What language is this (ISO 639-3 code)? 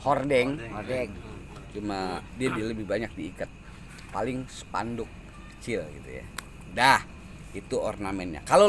bew